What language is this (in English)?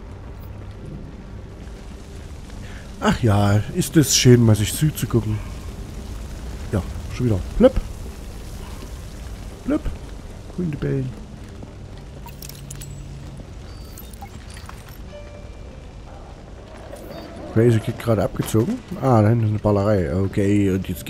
German